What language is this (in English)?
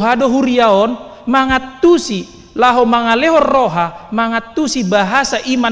Batak Toba